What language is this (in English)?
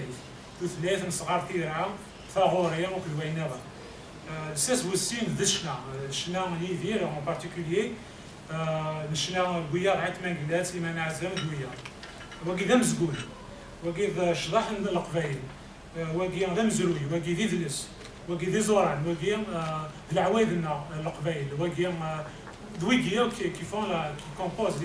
Kabyle